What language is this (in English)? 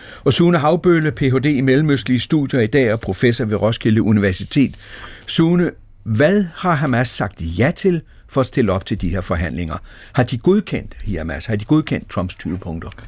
Danish